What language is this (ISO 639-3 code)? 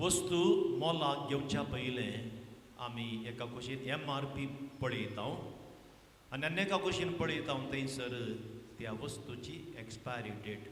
kok